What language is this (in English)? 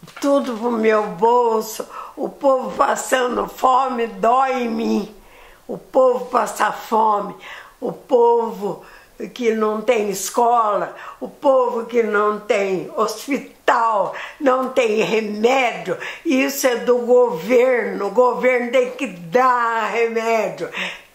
Portuguese